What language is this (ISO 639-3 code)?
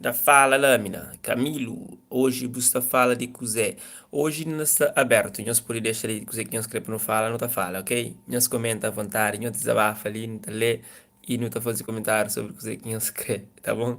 kea